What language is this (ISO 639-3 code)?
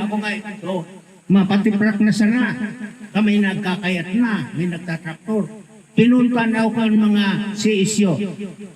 bik